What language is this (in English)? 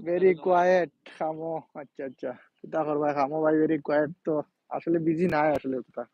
Sylheti